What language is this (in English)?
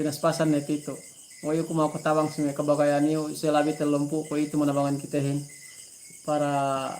Yakan